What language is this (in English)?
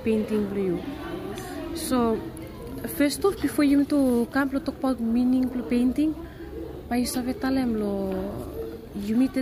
Bislama